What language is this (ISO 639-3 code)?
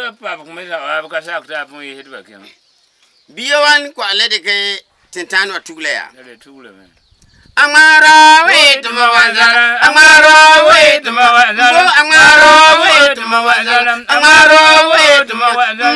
gur